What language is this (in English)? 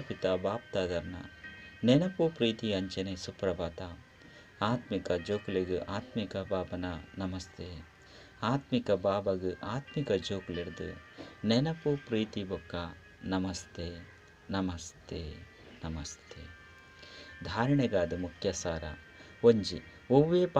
Tulu